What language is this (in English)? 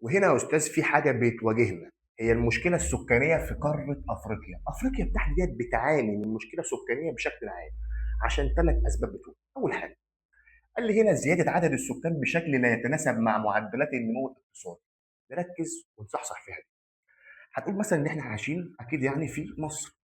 Egyptian Arabic